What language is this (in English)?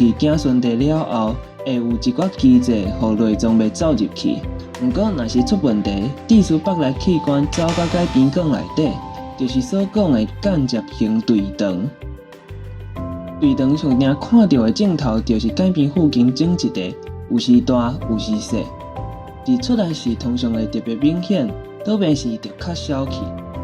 Min Nan Chinese